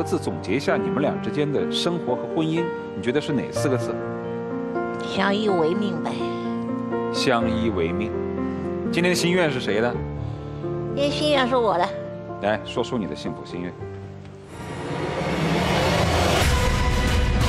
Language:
Chinese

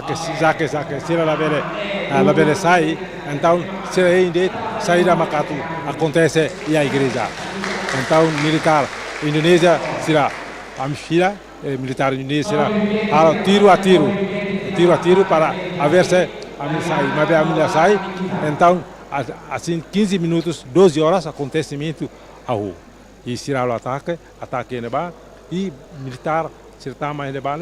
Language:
Tetum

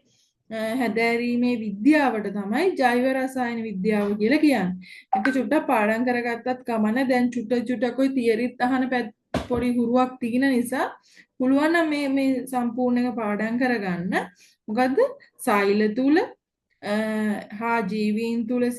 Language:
Sinhala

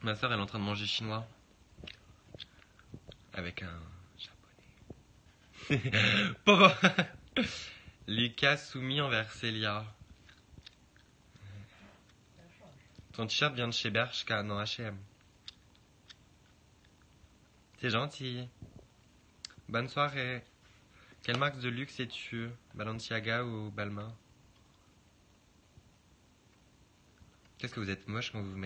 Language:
French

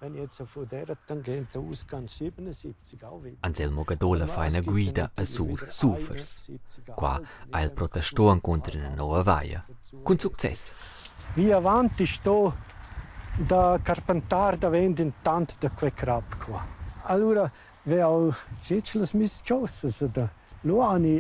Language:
Romansh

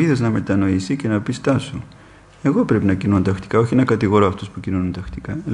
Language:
Greek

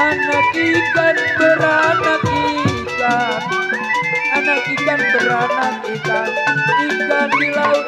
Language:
Betawi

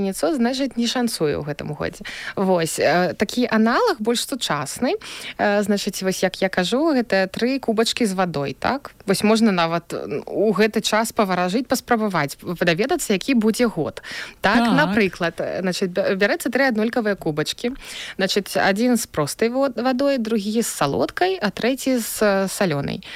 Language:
Belarusian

